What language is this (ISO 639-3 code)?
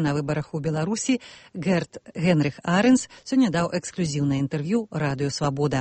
bel